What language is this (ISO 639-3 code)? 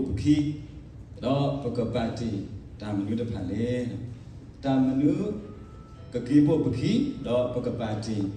ksw